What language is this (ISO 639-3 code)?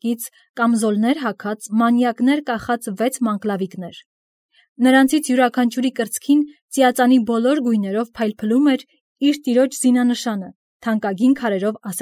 hye